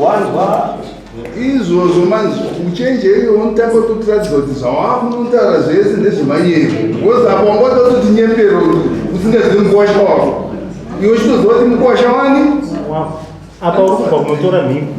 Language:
Shona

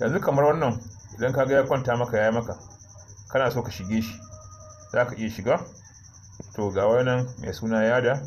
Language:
Hausa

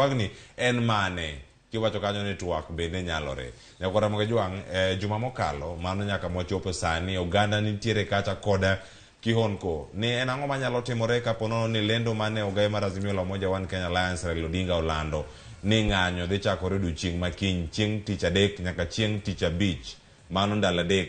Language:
Luo (Kenya and Tanzania)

